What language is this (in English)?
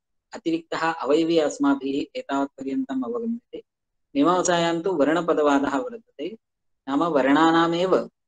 Sanskrit